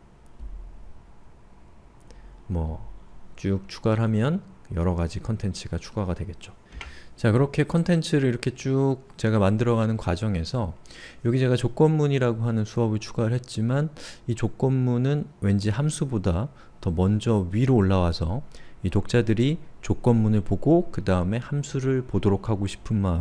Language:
Korean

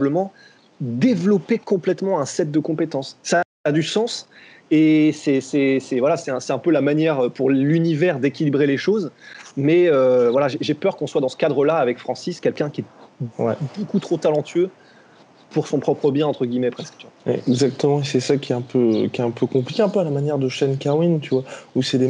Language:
French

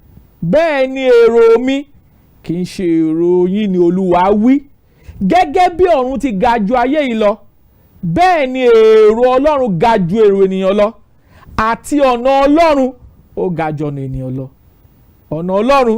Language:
Yoruba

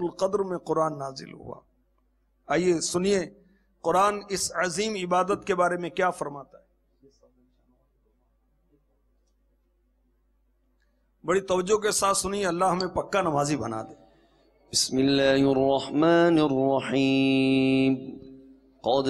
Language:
Urdu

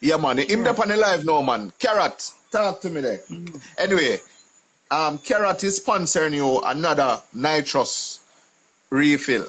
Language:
Jamaican Creole English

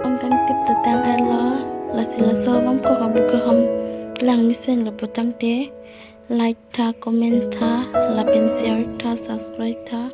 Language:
Karbi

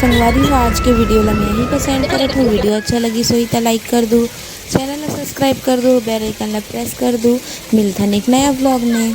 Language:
Chhattisgarhi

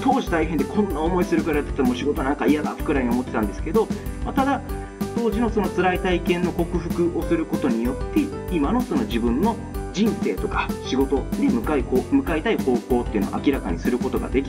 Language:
Japanese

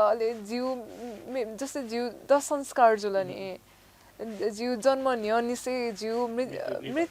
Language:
Newari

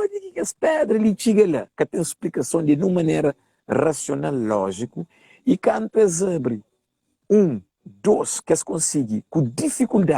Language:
Kabuverdianu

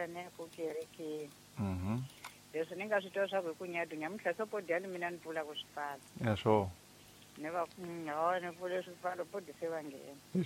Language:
Tsonga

